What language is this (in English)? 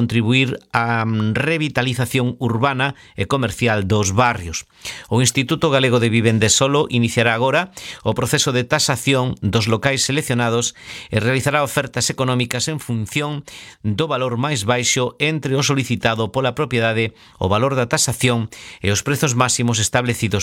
Galician